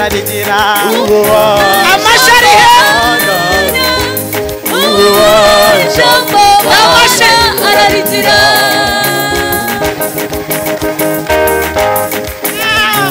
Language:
Kinyarwanda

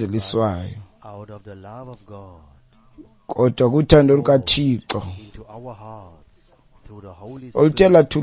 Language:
Xhosa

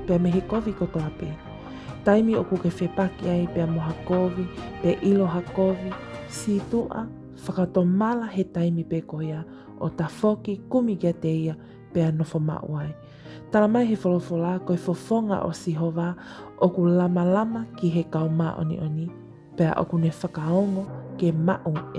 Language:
Tongan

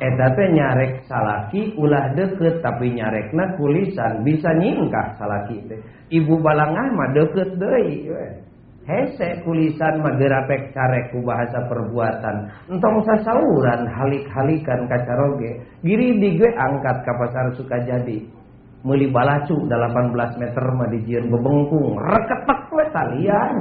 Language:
Sundanese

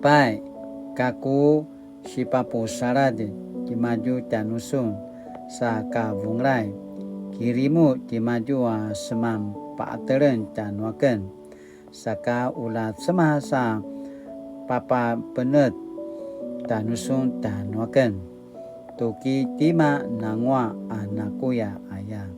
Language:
Paiwan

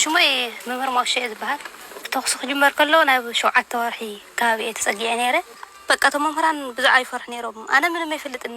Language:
Tigrinya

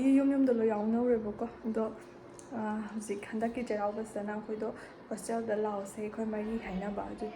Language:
Manipuri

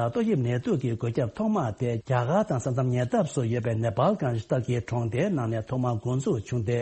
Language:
Tibetan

